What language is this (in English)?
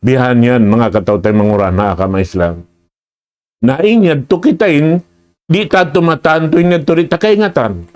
Tausug